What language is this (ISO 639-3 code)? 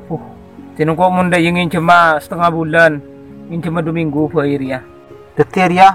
mad